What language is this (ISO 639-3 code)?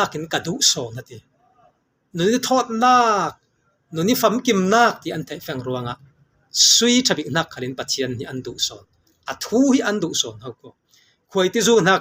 cfm